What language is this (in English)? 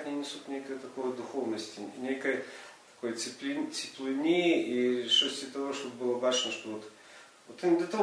Belarusian